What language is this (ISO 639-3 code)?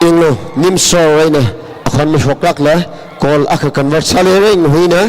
nmf